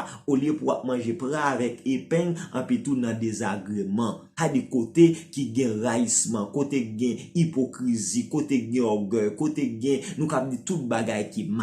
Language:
Haitian Creole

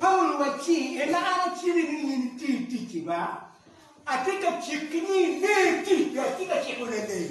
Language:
Acoli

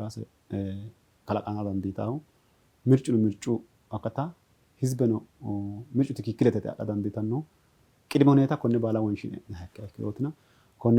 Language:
Sidamo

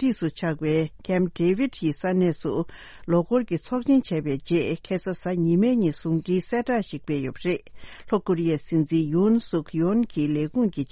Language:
Tibetan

